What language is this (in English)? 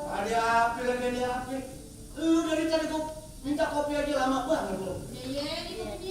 Betawi